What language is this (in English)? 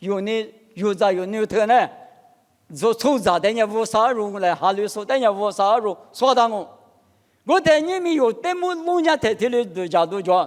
Lisu